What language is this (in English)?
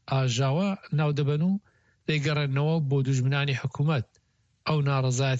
Central Kurdish